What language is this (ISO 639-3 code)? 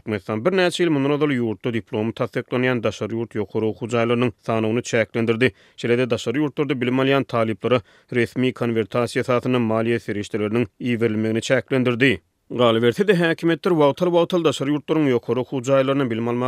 tuk